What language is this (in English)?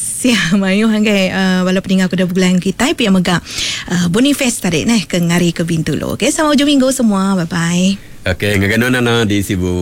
Iban